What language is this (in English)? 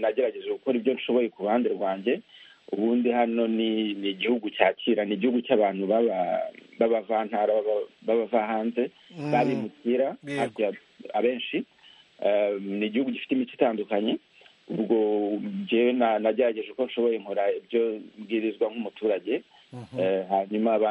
Kinyarwanda